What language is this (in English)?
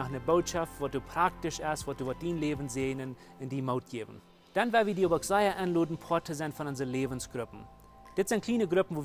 Plautdietsch